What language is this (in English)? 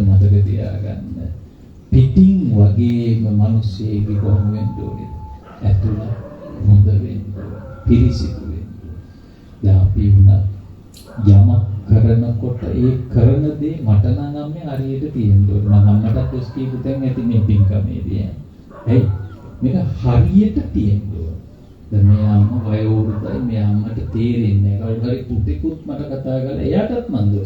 Sinhala